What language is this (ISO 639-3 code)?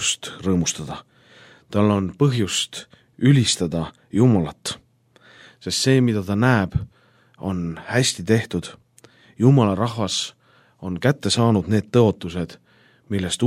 est